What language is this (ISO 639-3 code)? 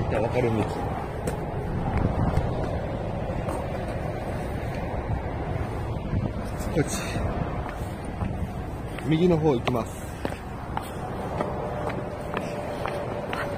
jpn